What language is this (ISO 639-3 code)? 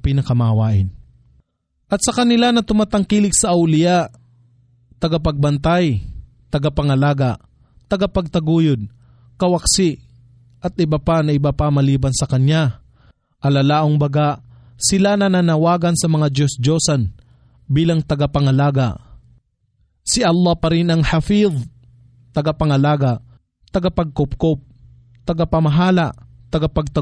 fil